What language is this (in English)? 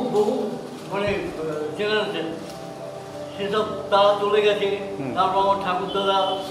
Bangla